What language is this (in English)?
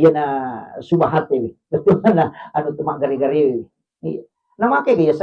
Buginese